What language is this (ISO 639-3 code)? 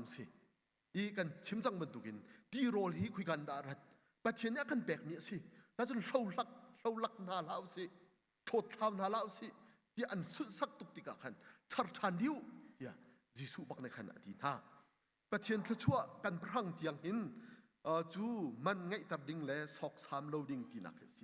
cnh